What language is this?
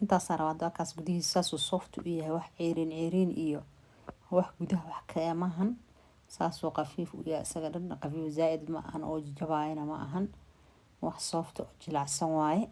Somali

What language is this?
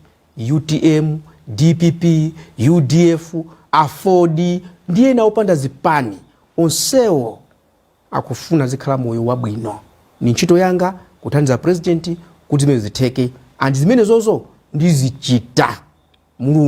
Nyanja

